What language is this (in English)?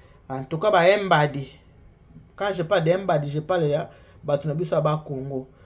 Lingala